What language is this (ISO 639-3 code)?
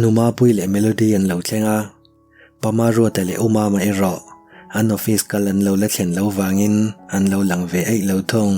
lus